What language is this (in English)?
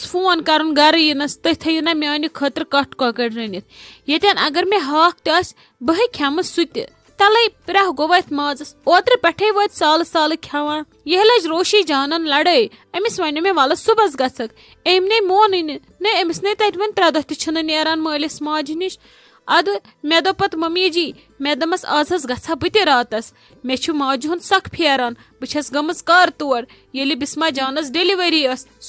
Kashmiri